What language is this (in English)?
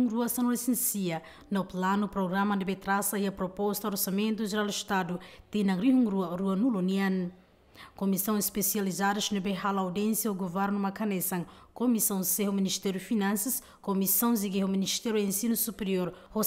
Tetum